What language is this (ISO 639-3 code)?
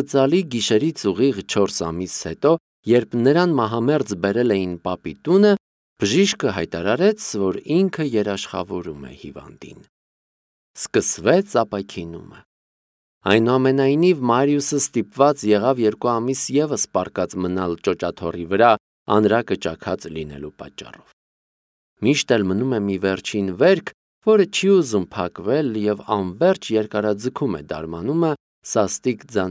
hye